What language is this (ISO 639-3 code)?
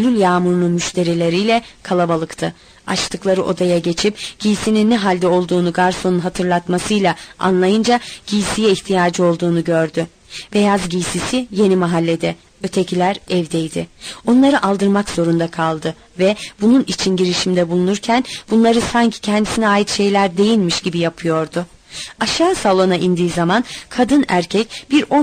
tur